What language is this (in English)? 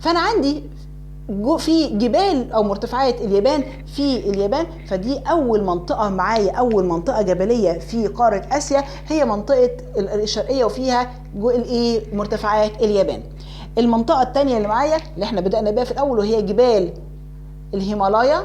Egyptian Arabic